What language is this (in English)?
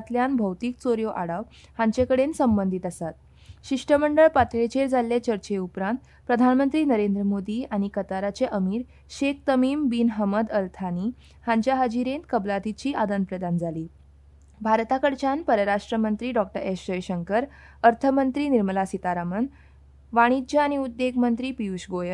Konkani